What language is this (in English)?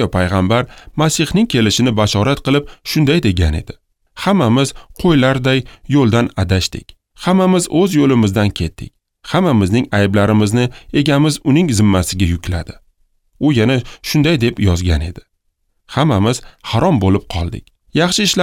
Uzbek